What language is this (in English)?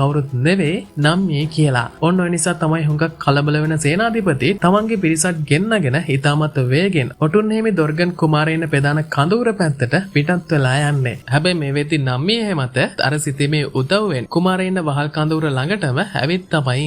Sinhala